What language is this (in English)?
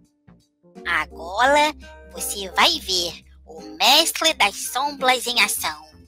Portuguese